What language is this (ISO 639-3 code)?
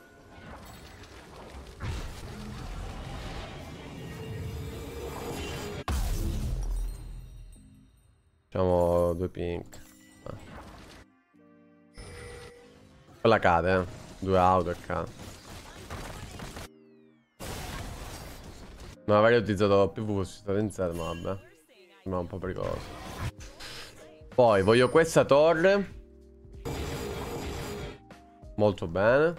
ita